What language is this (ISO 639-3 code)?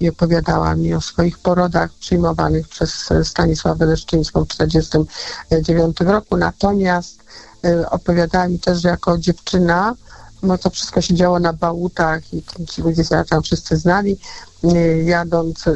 pol